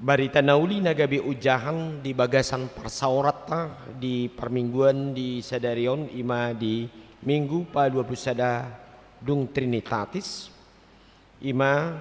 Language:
Batak Toba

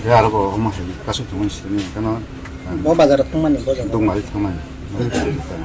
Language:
Kok Borok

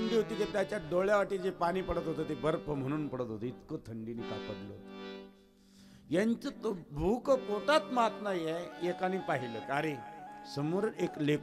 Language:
Marathi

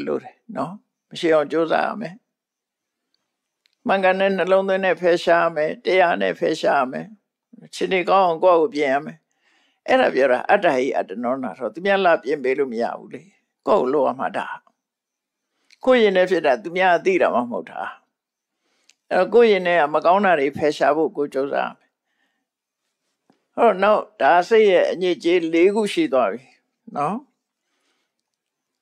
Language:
Burmese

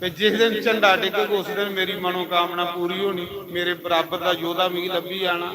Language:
Dogri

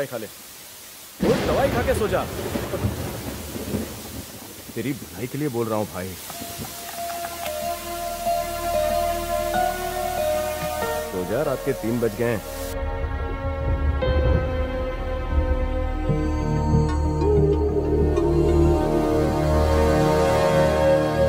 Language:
Hindi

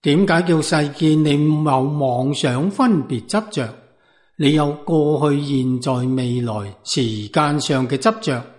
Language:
Cantonese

